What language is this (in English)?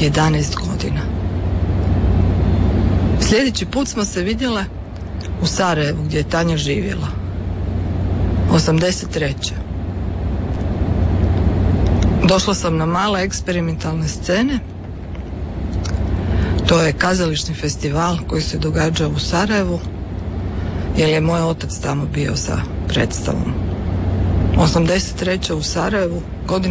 Croatian